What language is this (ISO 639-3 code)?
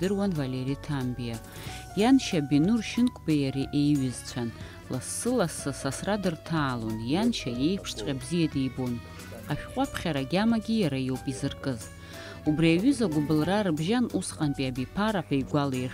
abk